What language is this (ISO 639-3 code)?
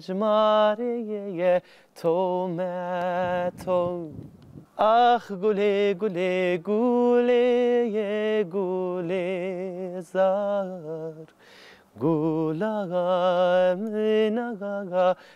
zza